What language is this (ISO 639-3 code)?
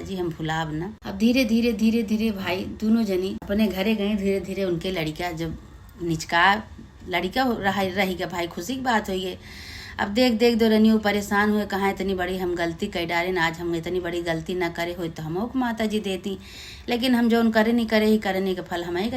awa